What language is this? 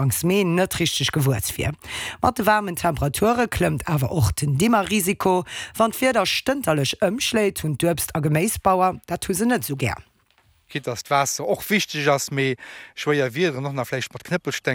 Luxembourgish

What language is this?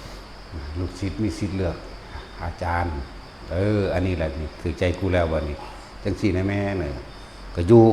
Northeastern Thai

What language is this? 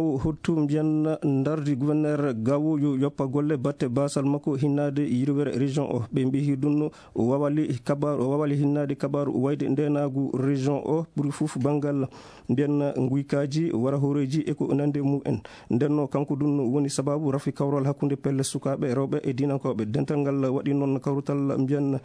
Fula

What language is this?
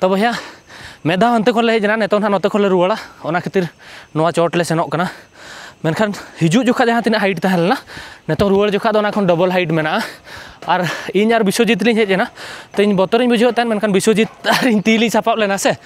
Santali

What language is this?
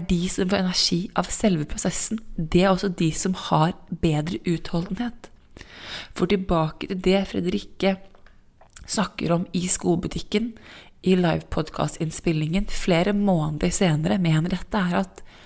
Norwegian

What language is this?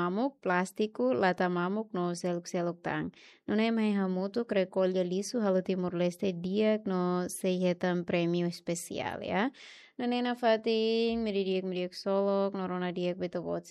Tetum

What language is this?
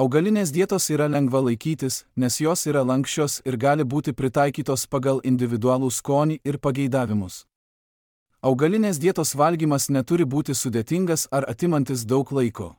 Lithuanian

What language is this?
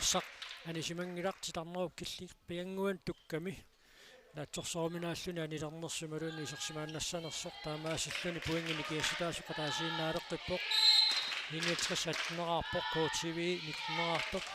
Kalaallisut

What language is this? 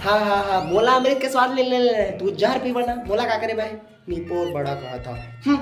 Chhattisgarhi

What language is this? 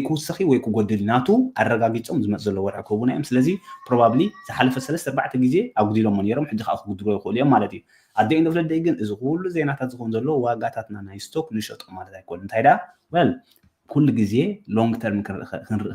Tigrinya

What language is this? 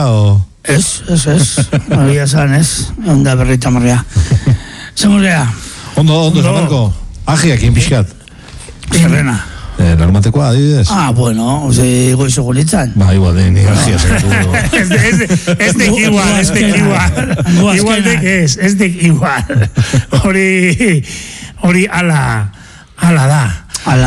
Basque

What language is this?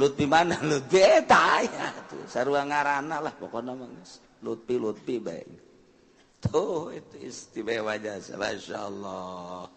Sundanese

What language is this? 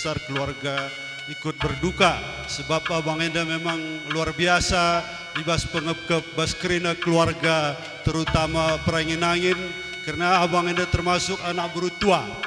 Batak Karo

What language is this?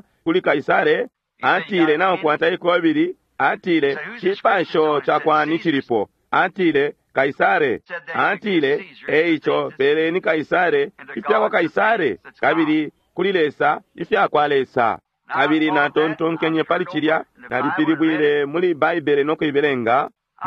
Bemba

